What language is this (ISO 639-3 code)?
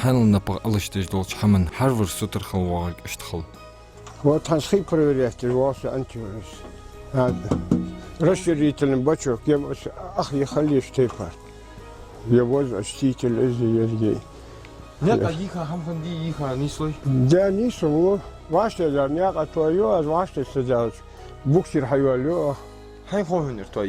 inh